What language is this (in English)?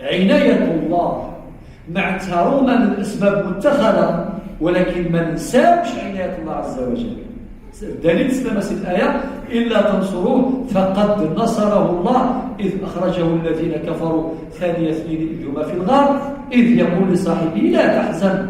Kabyle